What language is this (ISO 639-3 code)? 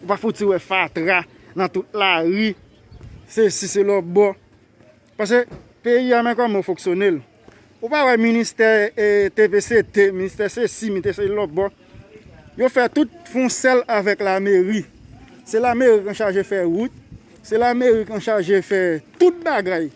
hat